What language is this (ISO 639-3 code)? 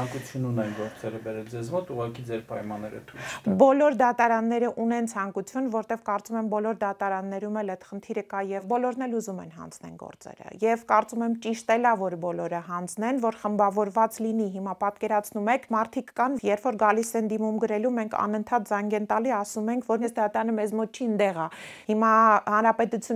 hye